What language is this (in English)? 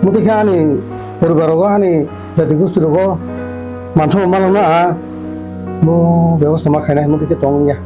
Kok Borok